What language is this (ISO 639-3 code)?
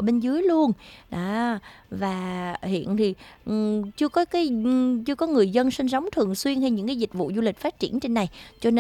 vie